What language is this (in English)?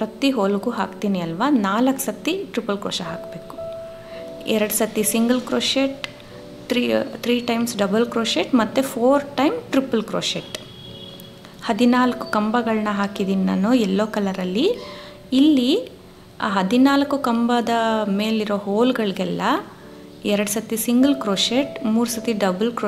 Kannada